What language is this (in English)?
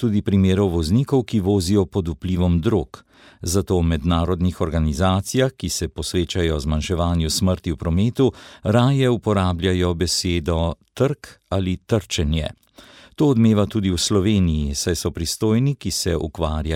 Slovenian